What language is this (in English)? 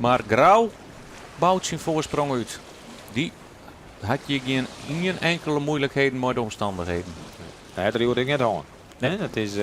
Western Frisian